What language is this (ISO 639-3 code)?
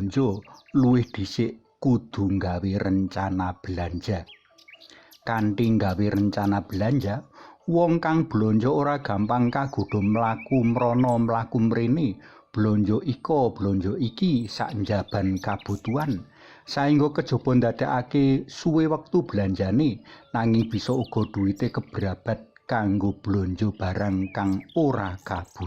jav